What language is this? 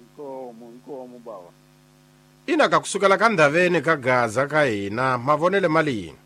Tsonga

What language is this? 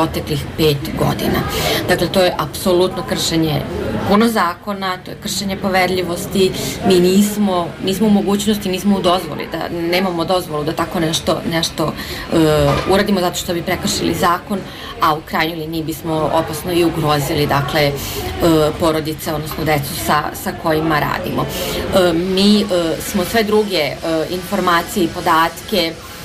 Serbian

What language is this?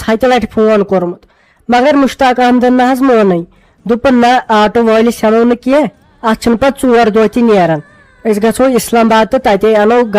Kashmiri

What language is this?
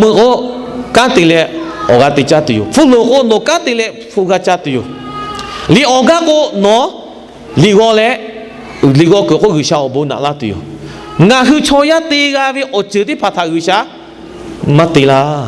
Lahu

